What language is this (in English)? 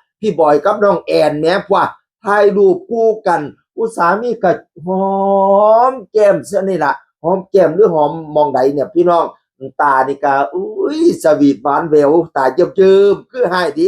Northeastern Thai